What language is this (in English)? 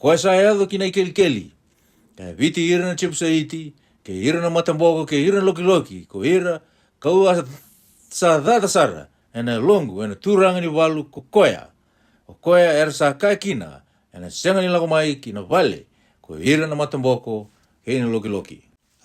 Fijian